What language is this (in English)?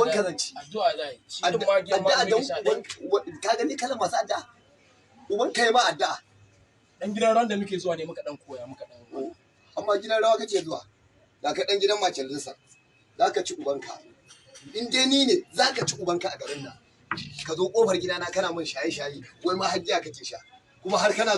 Hausa